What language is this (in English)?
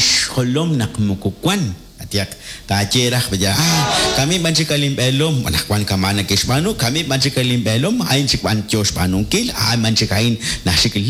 Kekchí